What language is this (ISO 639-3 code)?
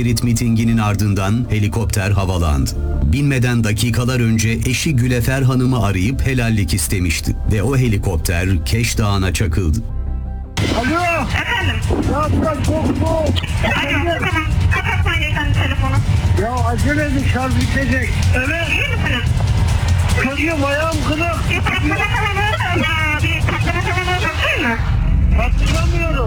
tur